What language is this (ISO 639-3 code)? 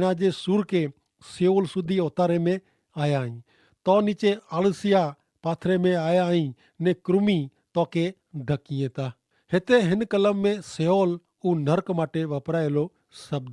kfr